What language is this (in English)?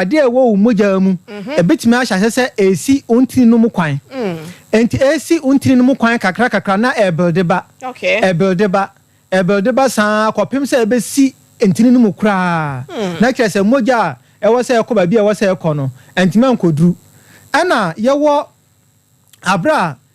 Akan